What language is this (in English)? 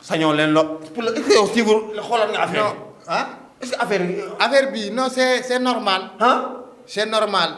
Wolof